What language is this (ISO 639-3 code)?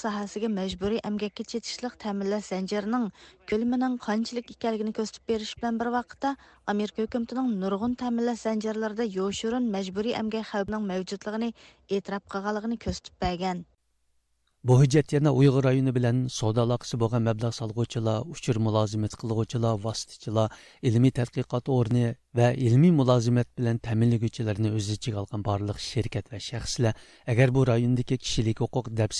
uig